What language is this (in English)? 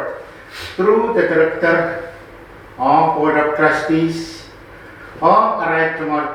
Pohnpeian